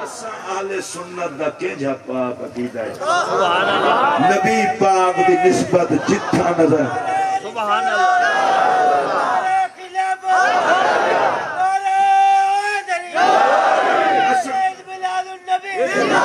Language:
Saraiki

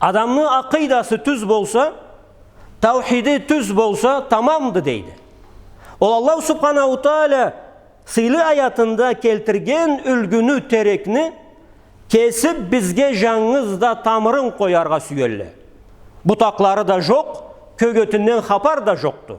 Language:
Karachay-Balkar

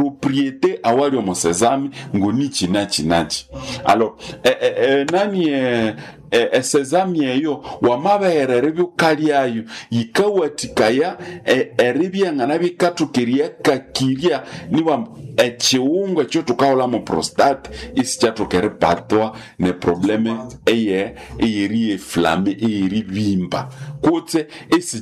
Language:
Nande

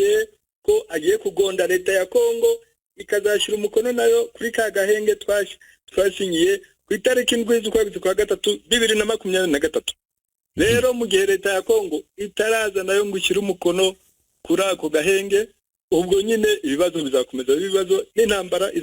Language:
Kinyarwanda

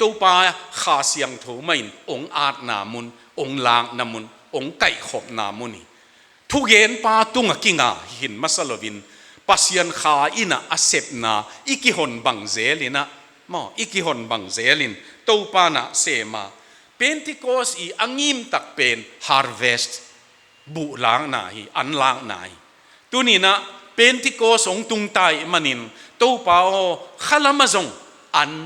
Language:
Tedim Chin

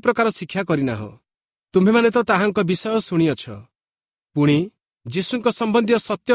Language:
Odia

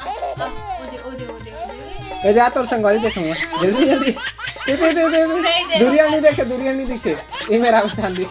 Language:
Chhattisgarhi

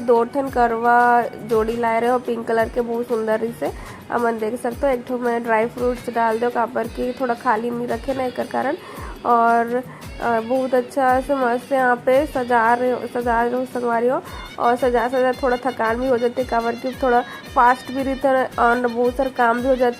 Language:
Chhattisgarhi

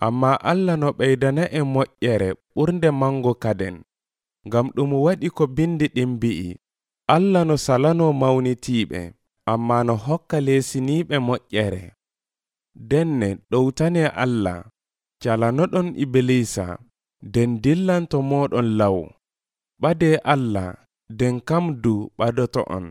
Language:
Nigerian Fulfulde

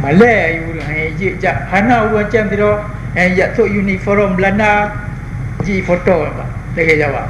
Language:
Achinese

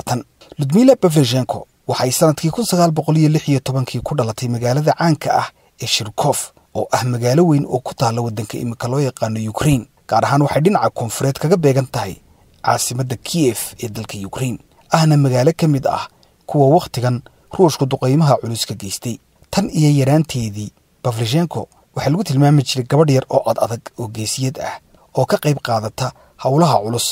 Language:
Somali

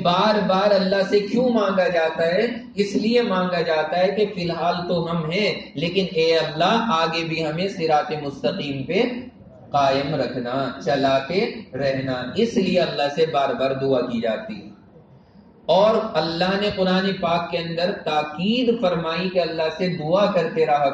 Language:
Urdu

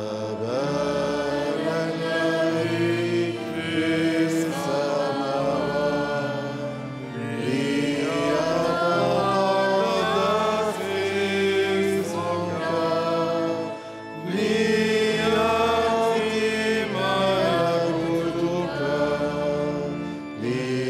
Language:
Arabic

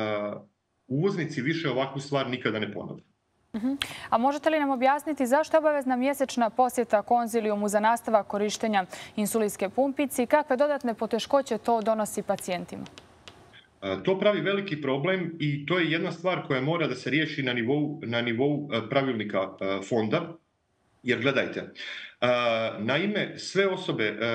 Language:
Bosnian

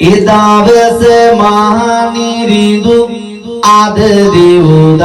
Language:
Sinhala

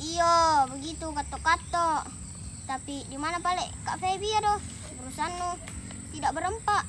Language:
Makassar Malay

